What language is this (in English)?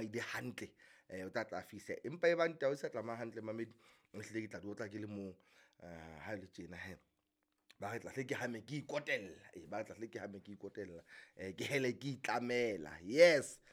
Southern Sotho